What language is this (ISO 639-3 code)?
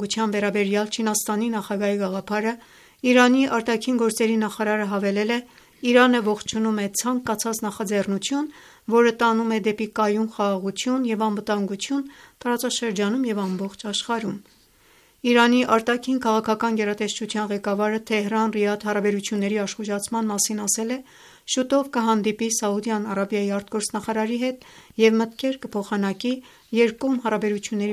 hye